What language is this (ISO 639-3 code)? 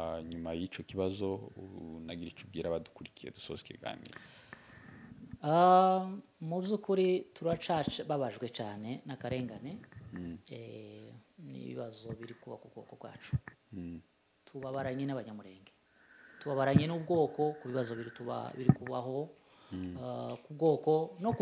kin